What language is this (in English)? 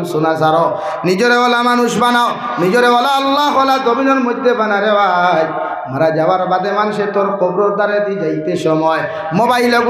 Sylheti